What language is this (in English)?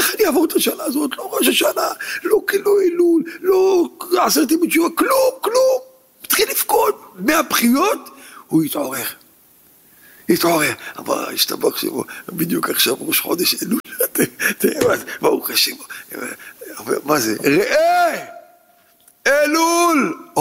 Hebrew